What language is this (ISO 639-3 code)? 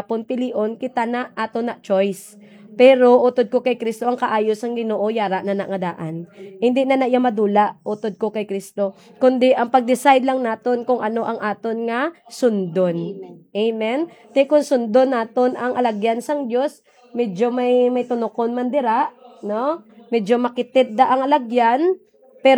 hil